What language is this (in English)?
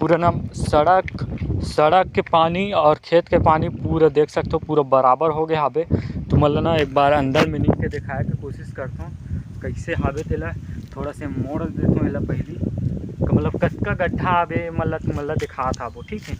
Chhattisgarhi